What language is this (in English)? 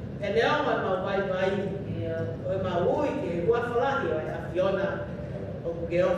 Tongan